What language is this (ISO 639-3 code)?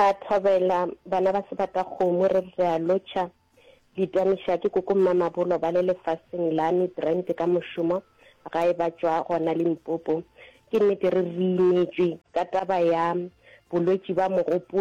nso